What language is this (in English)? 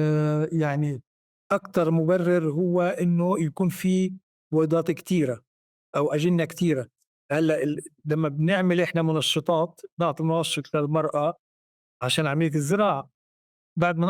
North Levantine Arabic